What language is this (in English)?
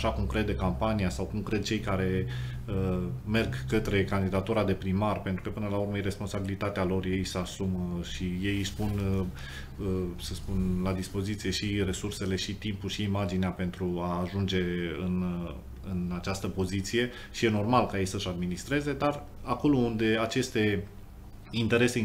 Romanian